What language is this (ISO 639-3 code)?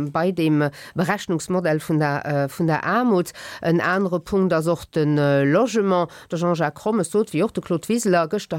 ltz